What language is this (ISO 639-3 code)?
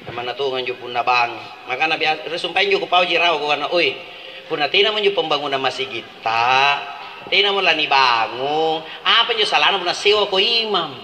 mak